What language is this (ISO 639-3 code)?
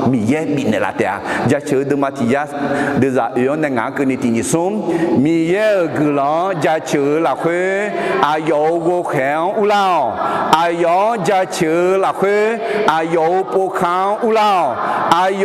ahk